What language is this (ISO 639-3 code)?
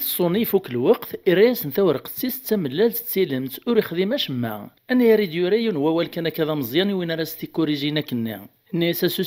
kab